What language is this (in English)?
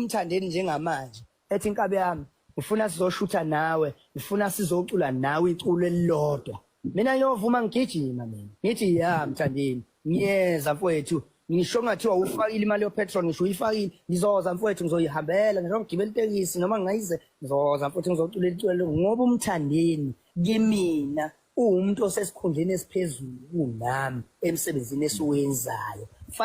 Zulu